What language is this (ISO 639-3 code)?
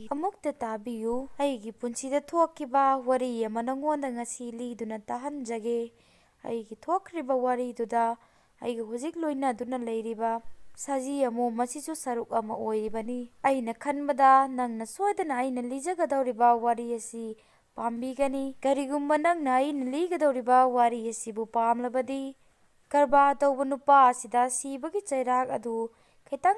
mni